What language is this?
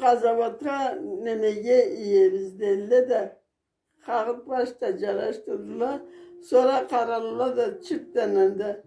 Karachay-Balkar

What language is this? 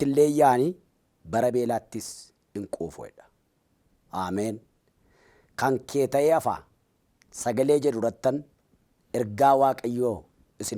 Oromo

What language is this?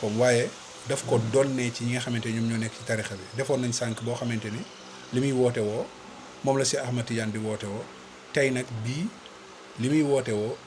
Wolof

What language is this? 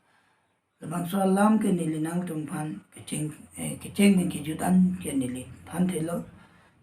Karbi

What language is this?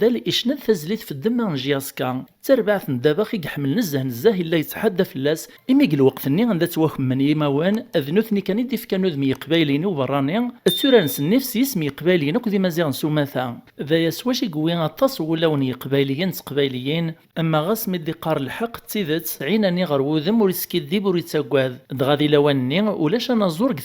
Kabyle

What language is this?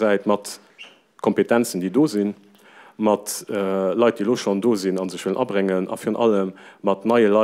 Luxembourgish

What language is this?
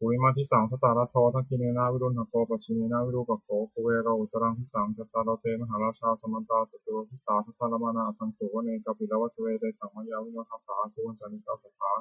Pali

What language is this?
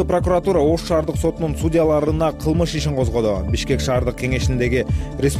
Kyrgyz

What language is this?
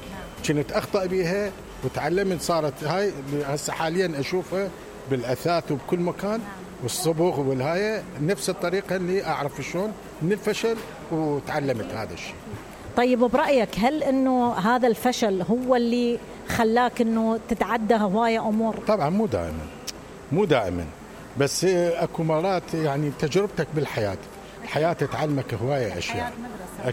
Mesopotamian Arabic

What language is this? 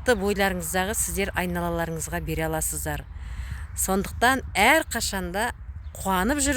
Kazakh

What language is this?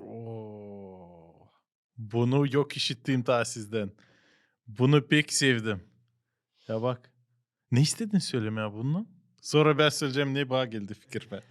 Gagauz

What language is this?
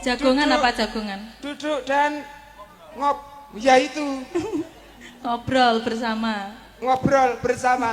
Javanese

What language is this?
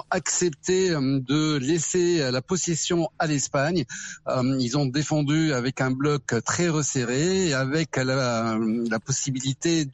French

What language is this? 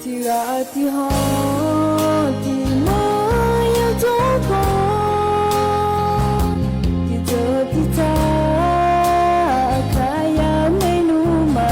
Akha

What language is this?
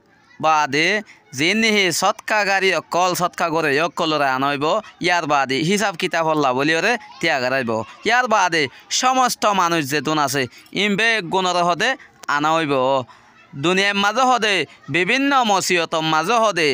Rohingya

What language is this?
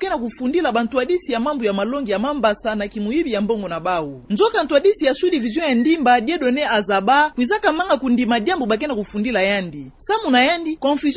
Kituba (Democratic Republic of Congo)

